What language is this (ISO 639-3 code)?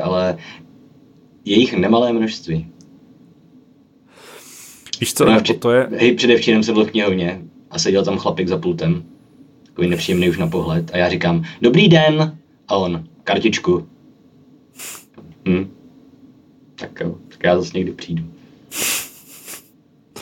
ces